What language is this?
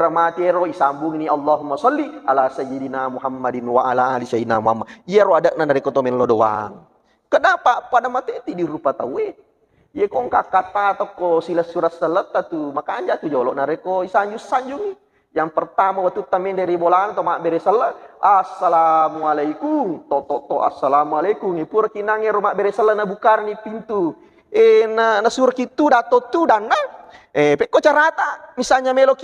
Buginese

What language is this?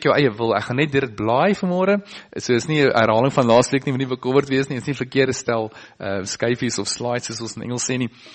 Afrikaans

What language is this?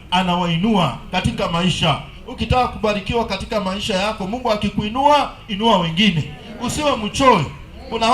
Swahili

